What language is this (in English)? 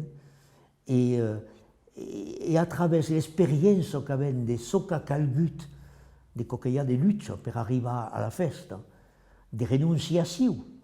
Occitan